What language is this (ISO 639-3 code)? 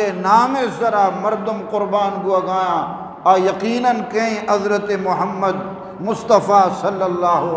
bgp